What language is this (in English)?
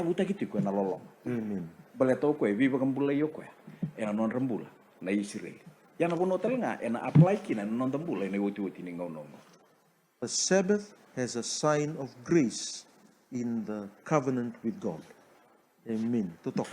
Fijian